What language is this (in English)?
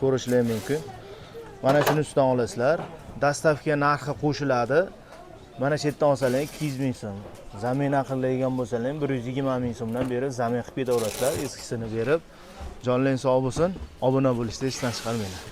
Uzbek